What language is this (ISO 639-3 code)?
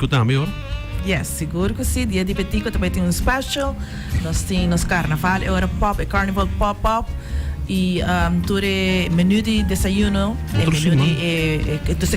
pap